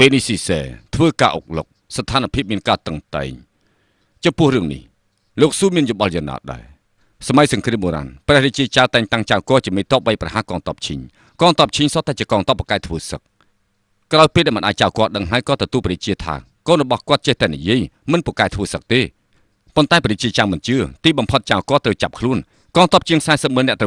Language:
Khmer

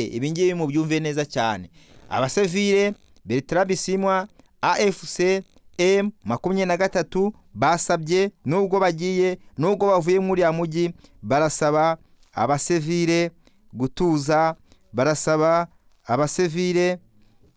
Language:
Kinyarwanda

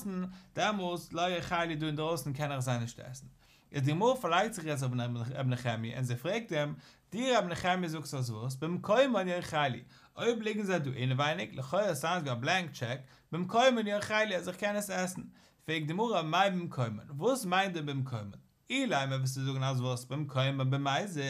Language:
Yiddish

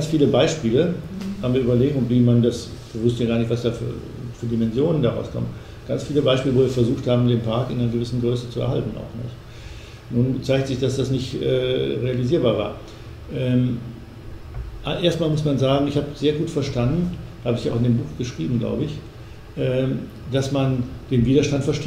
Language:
German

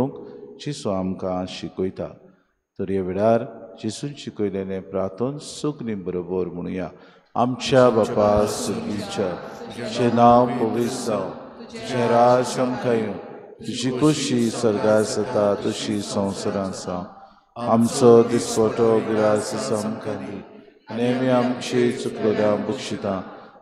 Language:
Konkani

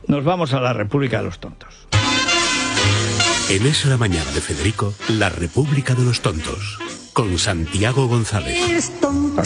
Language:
Spanish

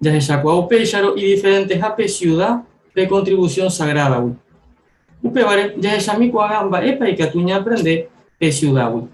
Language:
Guarani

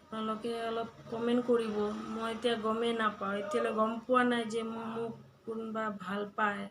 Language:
Assamese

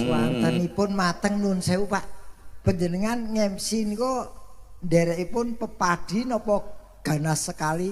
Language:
Javanese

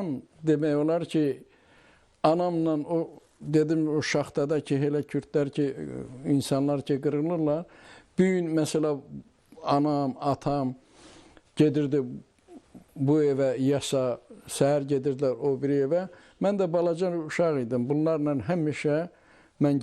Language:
Azerbaijani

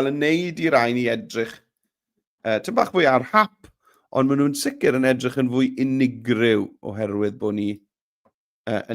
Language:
Welsh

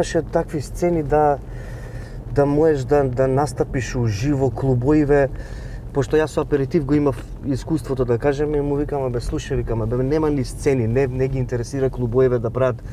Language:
Macedonian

